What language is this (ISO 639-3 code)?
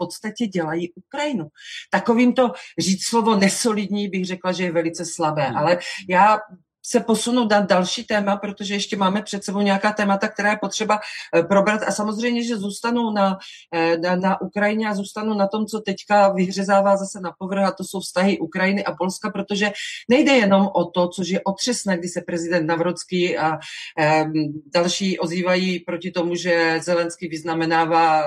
ces